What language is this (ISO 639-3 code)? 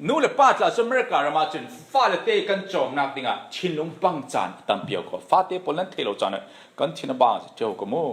cfm